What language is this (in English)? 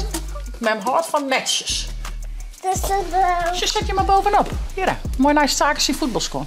Western Frisian